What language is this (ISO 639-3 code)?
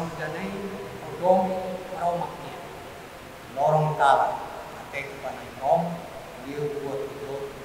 tet